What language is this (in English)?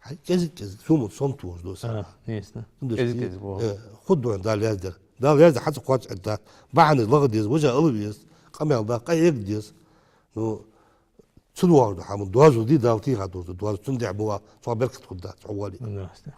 Ingush